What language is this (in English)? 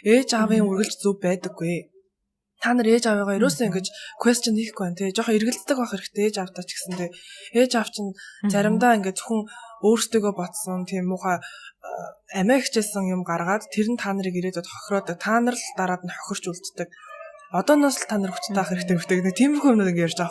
Mongolian